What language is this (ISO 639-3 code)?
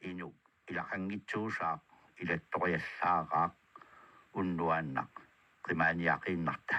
kal